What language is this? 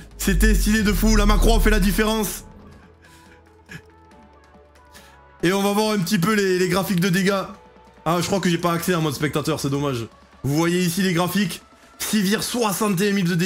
French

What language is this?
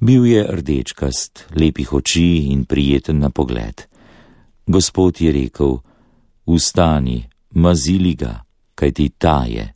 Slovenian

